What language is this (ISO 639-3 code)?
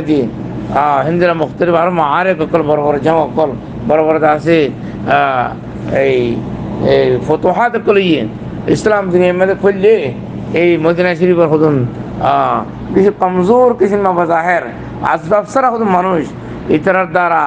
rhg